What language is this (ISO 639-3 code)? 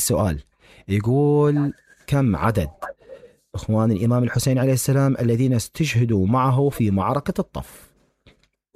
acm